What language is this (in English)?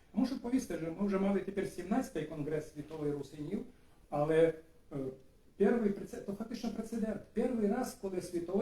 Rusyn